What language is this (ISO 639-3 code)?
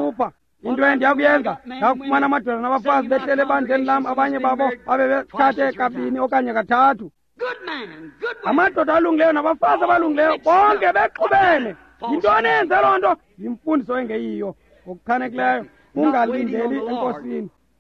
xho